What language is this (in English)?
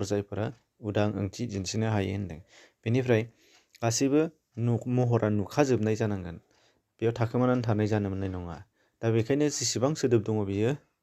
Bodo